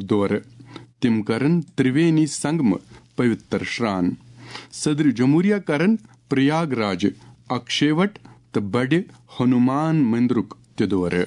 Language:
Kashmiri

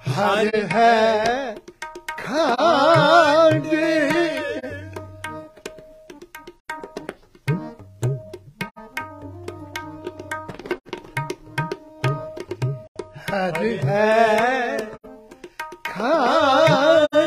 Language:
Punjabi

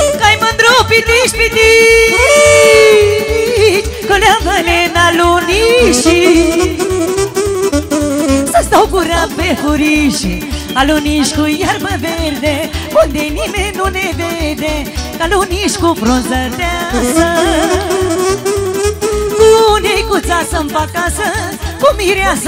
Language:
Romanian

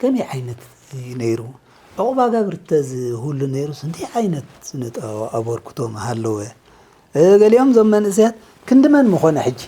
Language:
Tigrinya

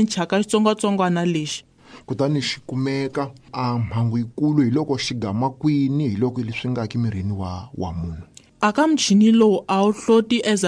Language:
Tsonga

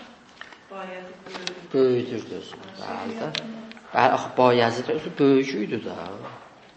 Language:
South Azerbaijani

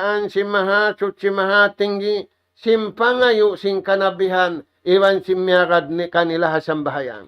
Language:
Tausug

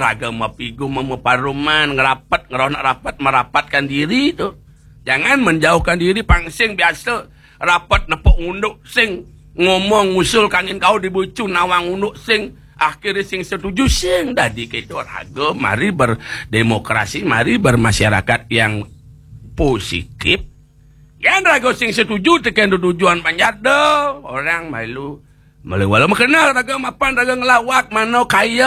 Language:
Balinese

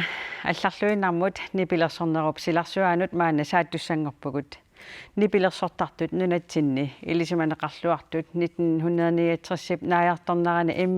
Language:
Kalaallisut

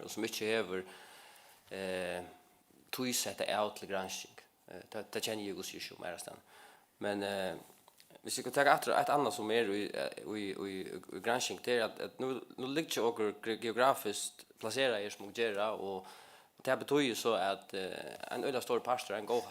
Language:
Faroese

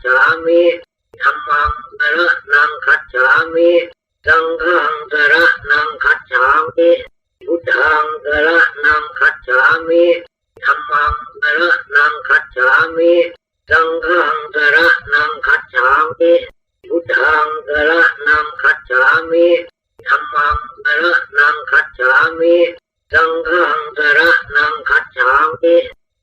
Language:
Pali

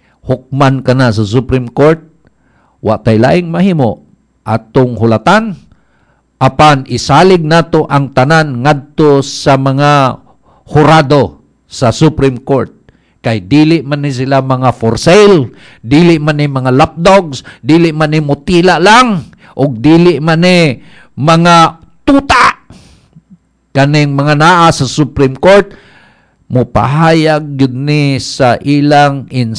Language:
Cebuano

